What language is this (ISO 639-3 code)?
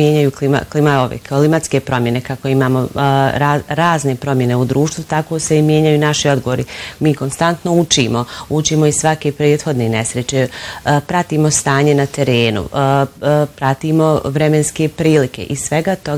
bos